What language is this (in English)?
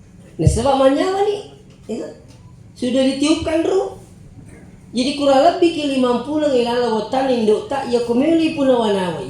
Buginese